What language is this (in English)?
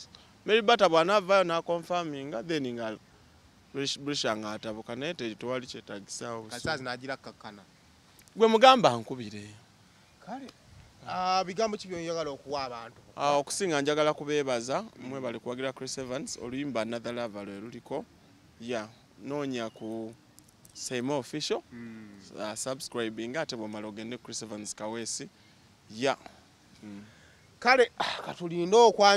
Ganda